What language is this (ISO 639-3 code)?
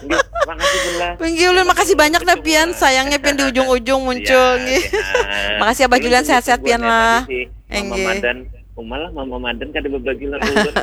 bjn